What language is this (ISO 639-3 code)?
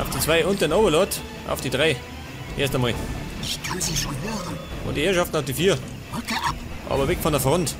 bar